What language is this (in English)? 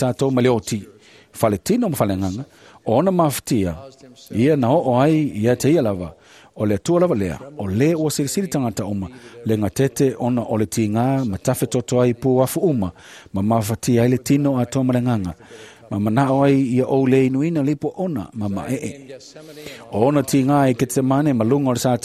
Samoan